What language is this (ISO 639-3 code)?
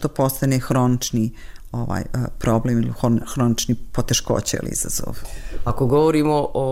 bos